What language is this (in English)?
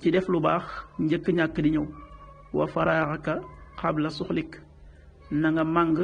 Wolof